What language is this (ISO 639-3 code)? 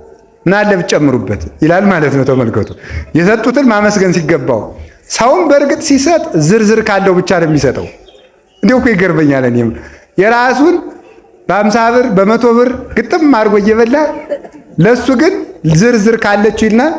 amh